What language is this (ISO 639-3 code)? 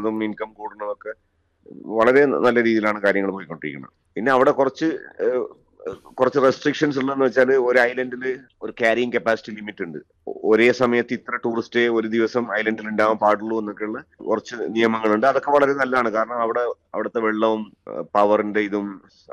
mal